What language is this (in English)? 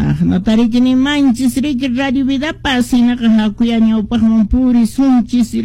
Quechua